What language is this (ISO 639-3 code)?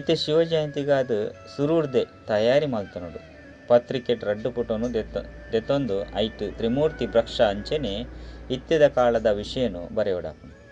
tcy